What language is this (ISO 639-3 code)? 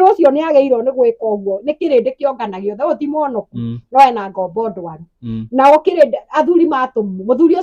kik